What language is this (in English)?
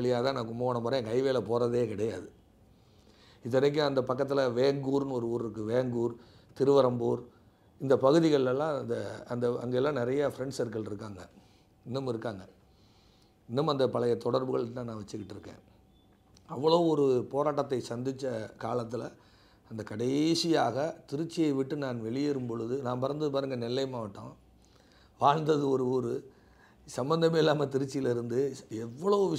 Tamil